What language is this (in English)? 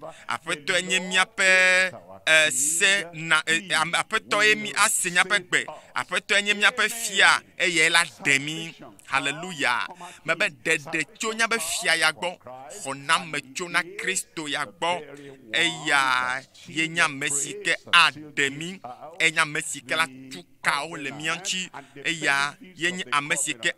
Ewe